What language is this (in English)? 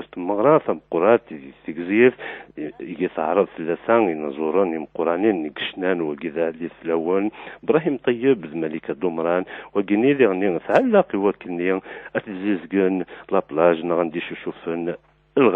Kabyle